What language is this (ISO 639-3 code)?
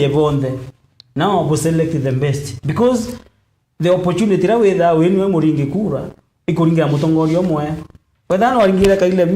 mer